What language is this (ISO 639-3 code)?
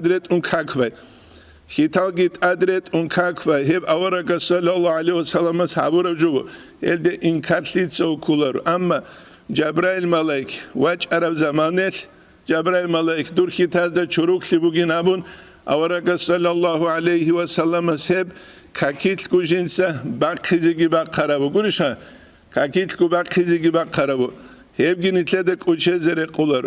ava